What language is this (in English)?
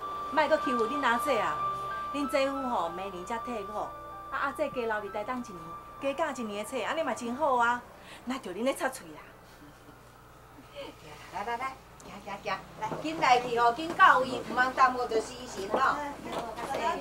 Min Nan Chinese